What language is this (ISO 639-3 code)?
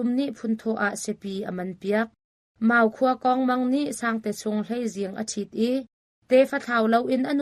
cnh